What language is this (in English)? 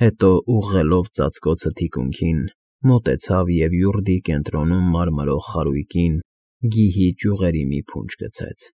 Armenian